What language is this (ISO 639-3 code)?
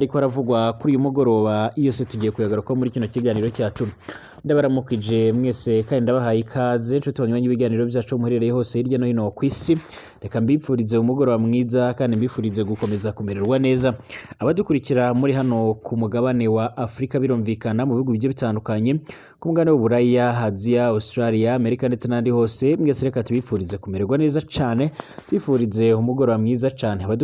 run